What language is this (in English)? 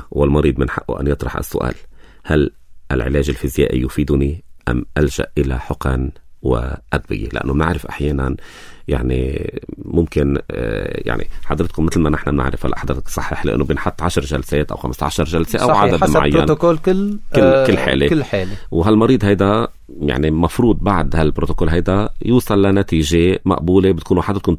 North Levantine Arabic